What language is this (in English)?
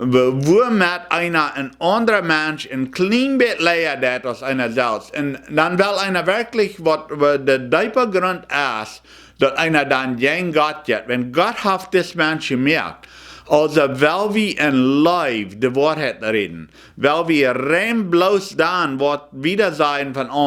Plautdietsch